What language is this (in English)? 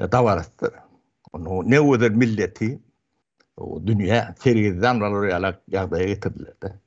Turkmen